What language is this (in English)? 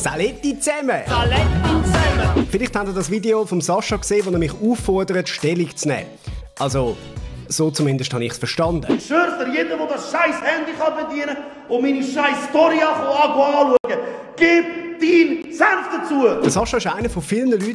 Swiss German